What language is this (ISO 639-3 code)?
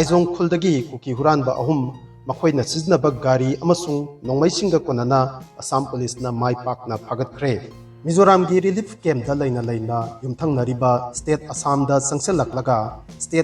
mni